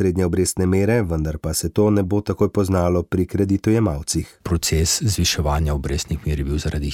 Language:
Slovenian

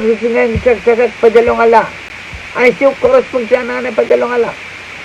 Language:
Pohnpeian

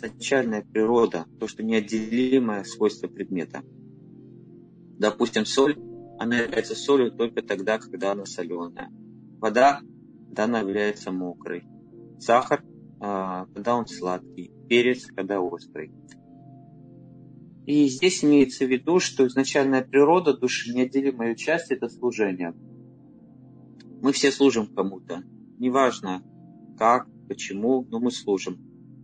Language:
Russian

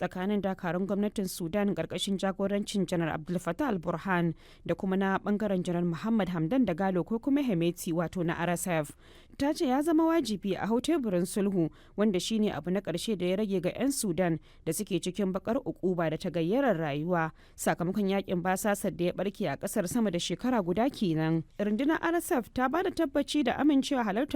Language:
Hausa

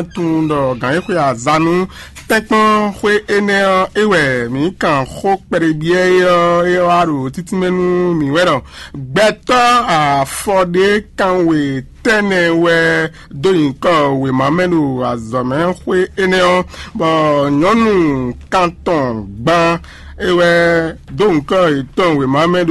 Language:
Fon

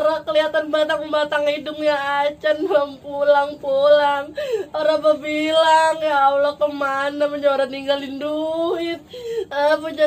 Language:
Betawi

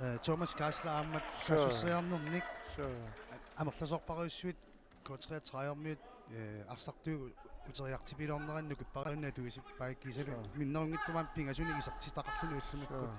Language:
Kalaallisut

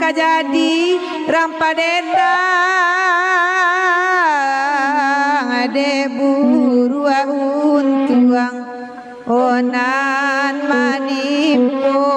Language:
Minangkabau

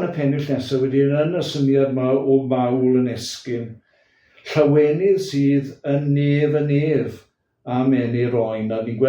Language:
Welsh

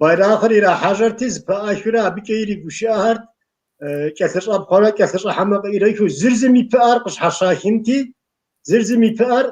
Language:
Kabardian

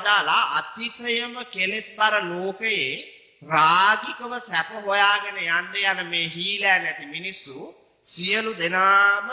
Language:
Sinhala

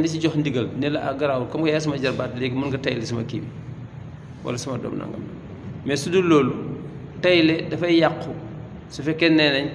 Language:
Wolof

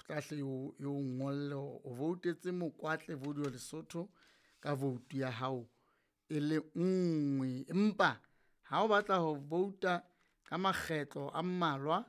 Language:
Southern Sotho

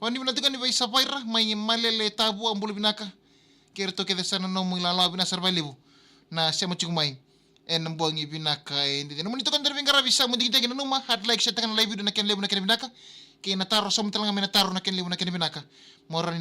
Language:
Fijian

